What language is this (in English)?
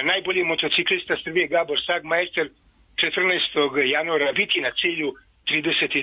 Serbian